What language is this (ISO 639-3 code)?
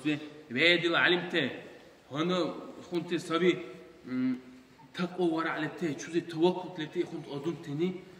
dar